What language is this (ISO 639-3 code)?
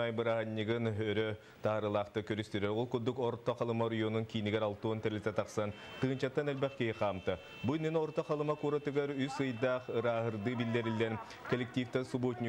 sah